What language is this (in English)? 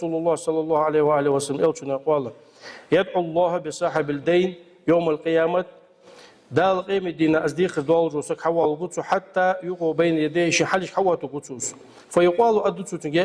Ingush